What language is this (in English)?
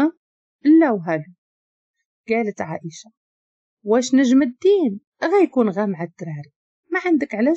Moroccan Arabic